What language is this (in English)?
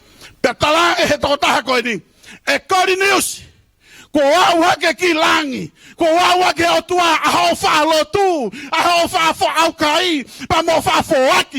Tongan